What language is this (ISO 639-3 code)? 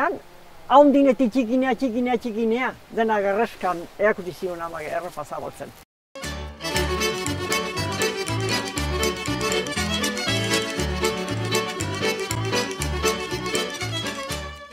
eus